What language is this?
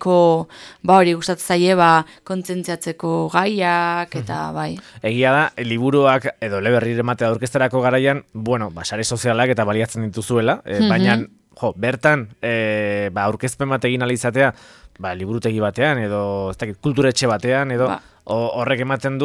Basque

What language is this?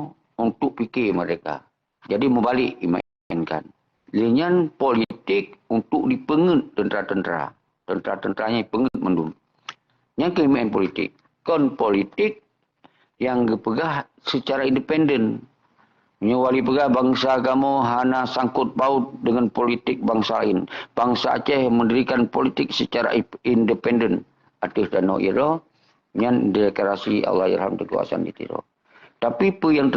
Achinese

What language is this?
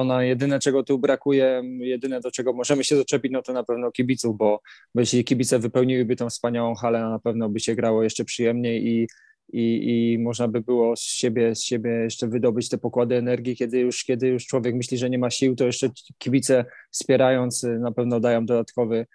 Polish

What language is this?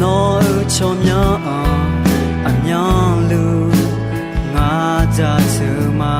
Akha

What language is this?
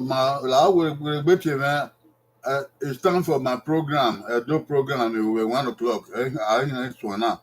Bini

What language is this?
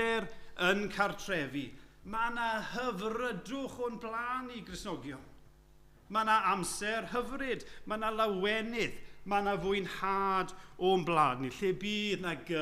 Welsh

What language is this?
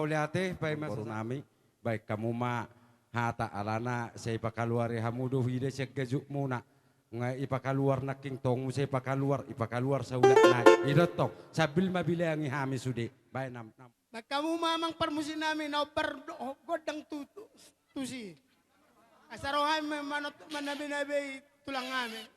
Batak Toba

